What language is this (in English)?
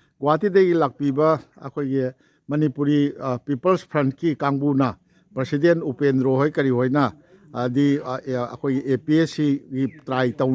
Manipuri